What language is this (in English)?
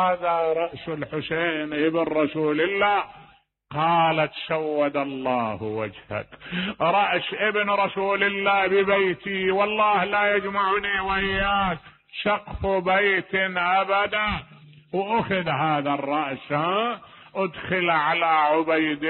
Mesopotamian Arabic